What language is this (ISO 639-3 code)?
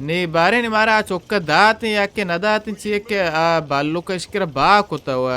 bal